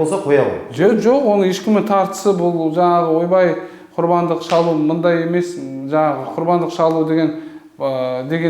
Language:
Kazakh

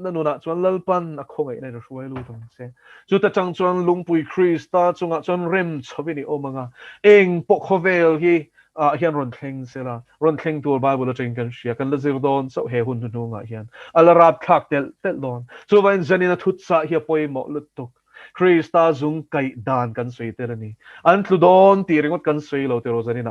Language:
Mizo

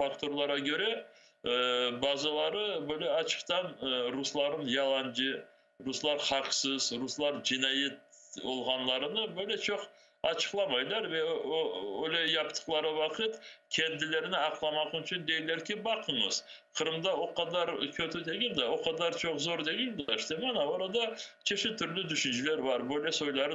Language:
Crimean Tatar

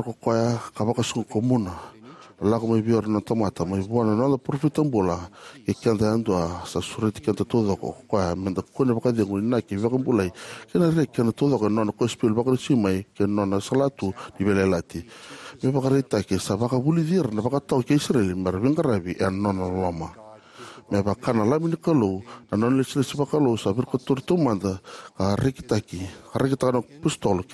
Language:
Fijian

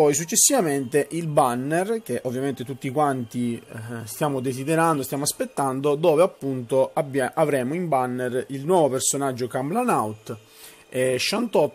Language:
Italian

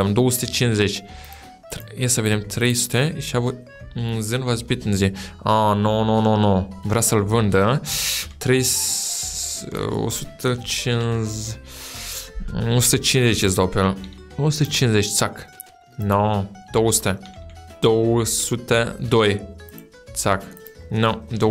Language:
Romanian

